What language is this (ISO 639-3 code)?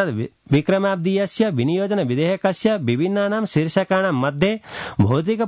san